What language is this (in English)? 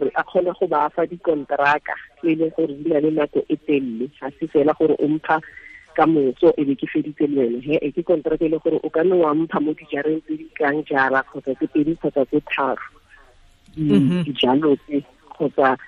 Tswana